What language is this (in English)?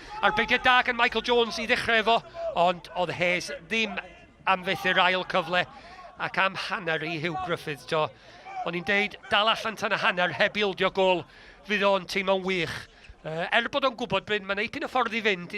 Welsh